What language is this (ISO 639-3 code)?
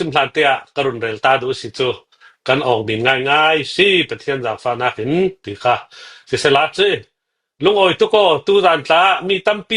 cnh